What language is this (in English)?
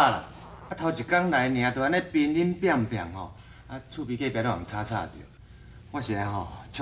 Min Nan Chinese